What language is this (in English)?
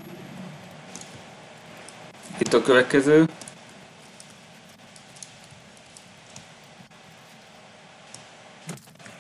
Hungarian